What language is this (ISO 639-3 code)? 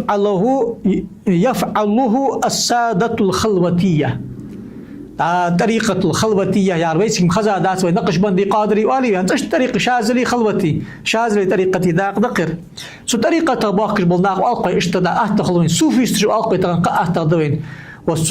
inh